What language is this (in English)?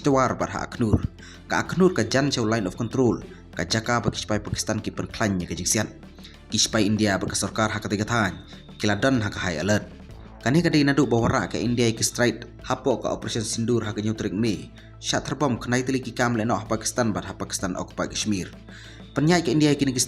Khasi